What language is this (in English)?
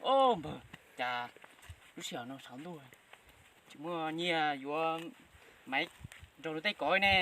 Hmong